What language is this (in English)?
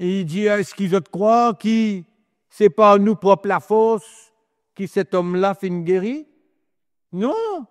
Morisyen